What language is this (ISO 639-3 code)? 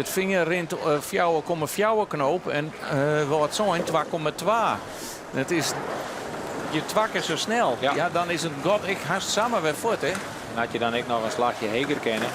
fry